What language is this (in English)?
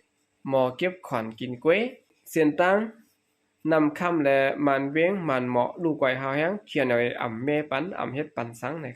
Shan